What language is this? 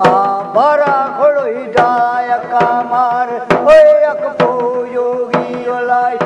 Dogri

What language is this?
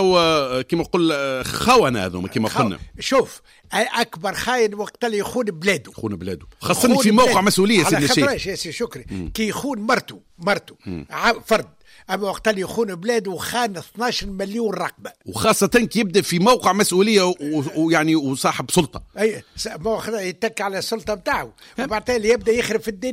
Tunisian Arabic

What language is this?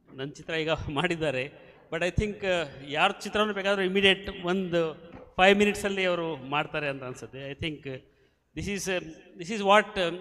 Kannada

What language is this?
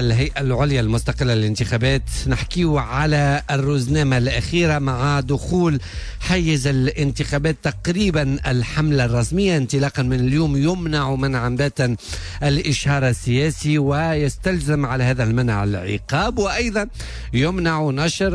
Tunisian Arabic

